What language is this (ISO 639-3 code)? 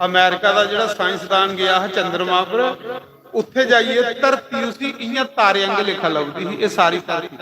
doi